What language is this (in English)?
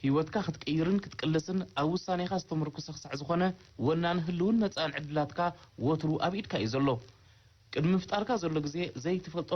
Tigrinya